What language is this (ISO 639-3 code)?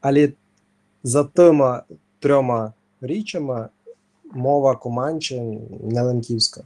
rue